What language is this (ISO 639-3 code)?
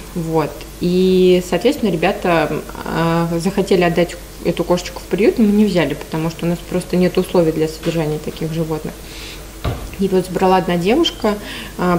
rus